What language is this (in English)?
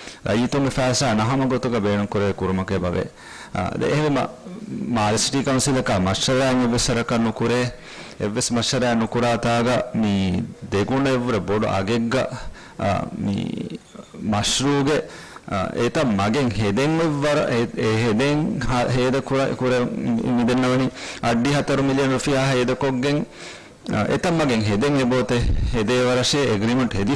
Divehi